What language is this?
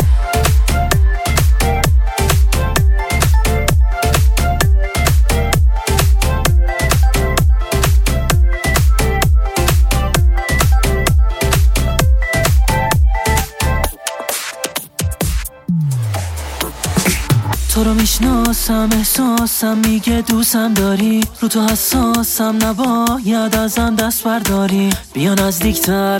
Persian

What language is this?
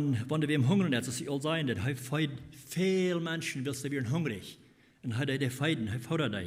Plautdietsch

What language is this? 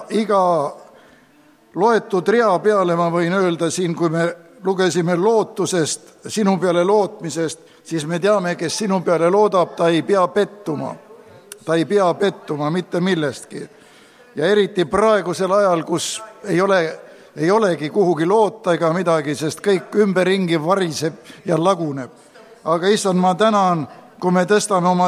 Estonian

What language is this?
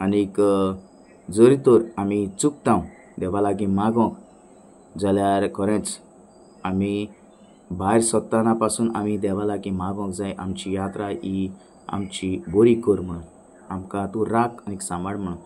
Konkani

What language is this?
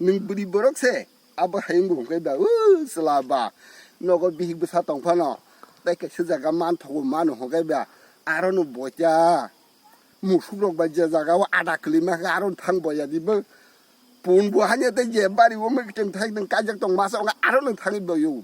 Kok Borok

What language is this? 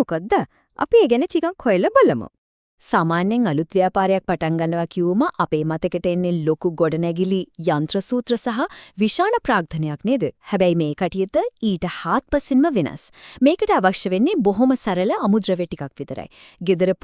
Sinhala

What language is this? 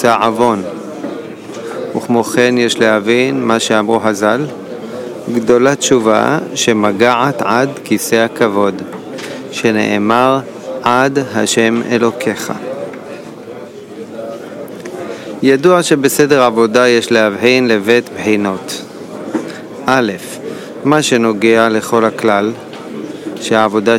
Hebrew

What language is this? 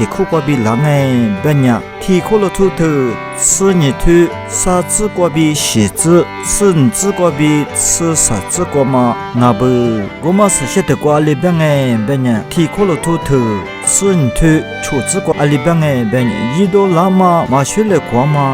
Lisu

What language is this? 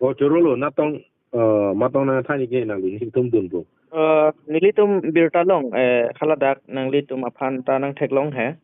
Karbi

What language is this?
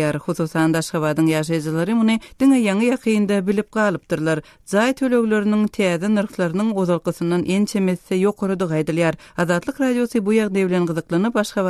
Turkmen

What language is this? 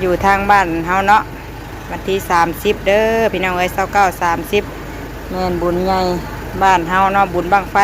Northeastern Thai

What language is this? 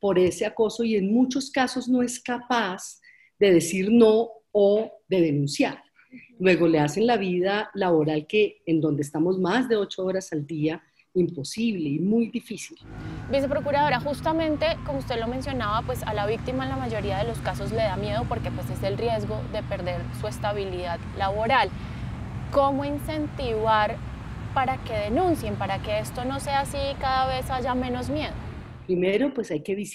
Spanish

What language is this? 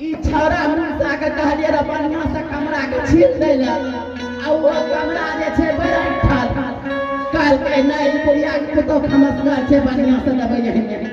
Angika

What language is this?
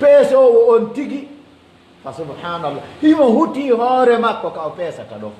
Pular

